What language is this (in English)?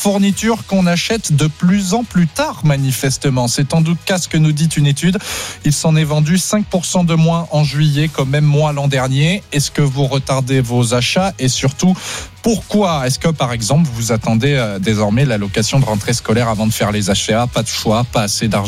French